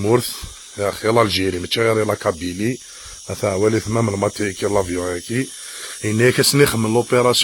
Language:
Kabyle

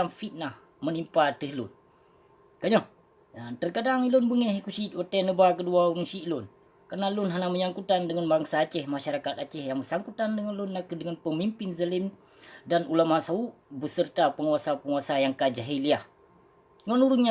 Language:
Achinese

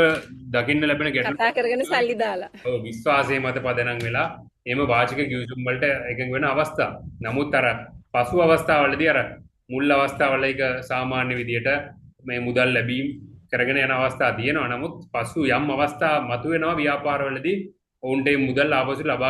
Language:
Sinhala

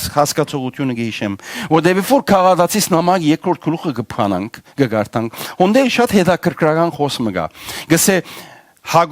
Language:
Western Armenian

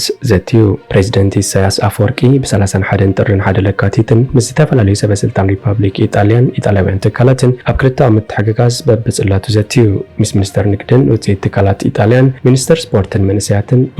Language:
Tigrinya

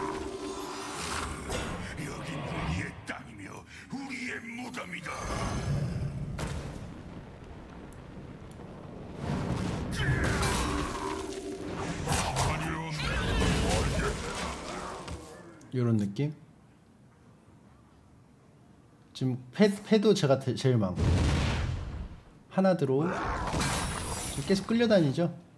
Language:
Korean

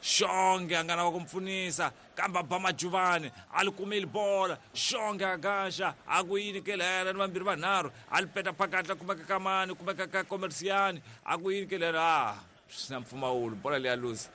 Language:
Tsonga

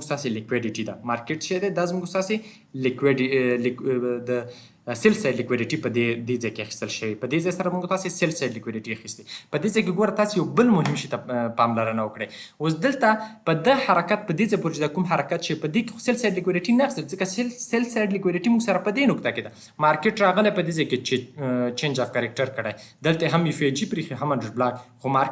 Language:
Pashto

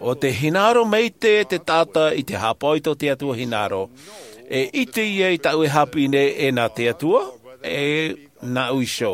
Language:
Tahitian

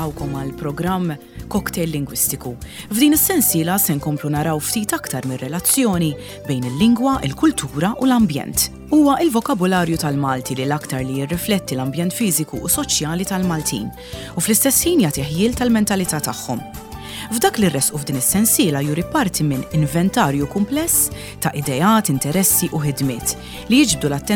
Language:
Maltese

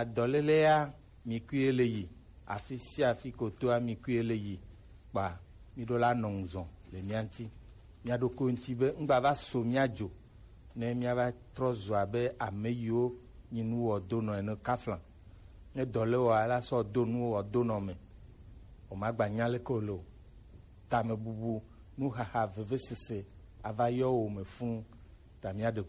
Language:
Gen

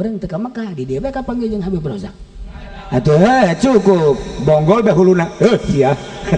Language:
Sundanese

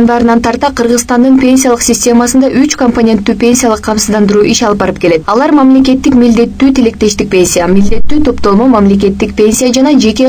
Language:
Kyrgyz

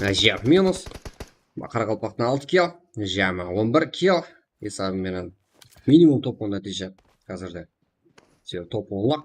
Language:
Kara-Kalpak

